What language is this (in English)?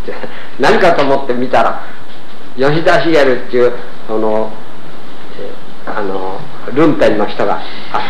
Japanese